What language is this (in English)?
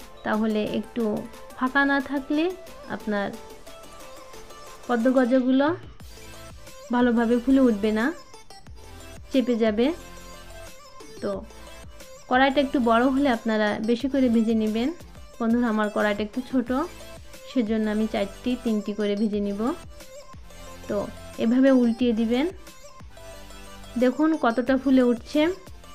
Bangla